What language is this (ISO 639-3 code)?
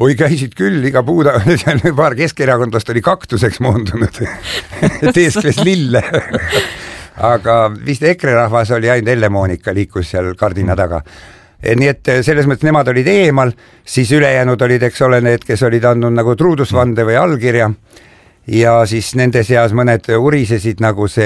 est